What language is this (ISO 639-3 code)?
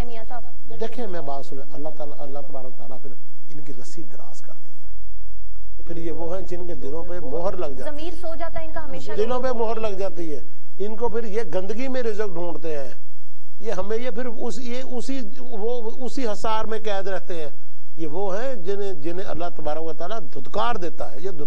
urd